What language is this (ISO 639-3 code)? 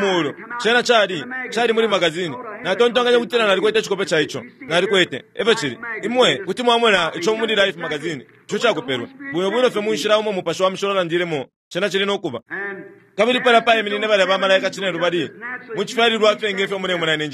bem